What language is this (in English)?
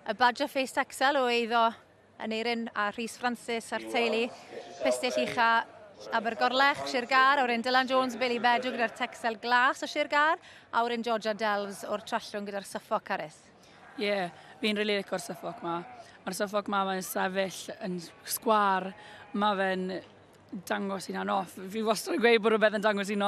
Welsh